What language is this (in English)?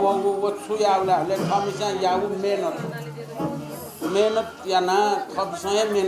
Newari